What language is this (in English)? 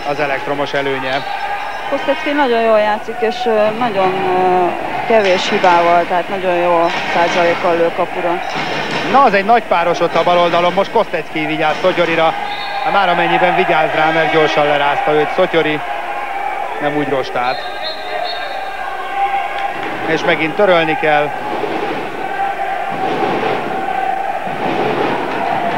Hungarian